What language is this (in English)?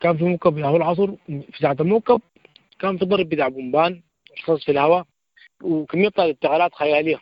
Sudanese Arabic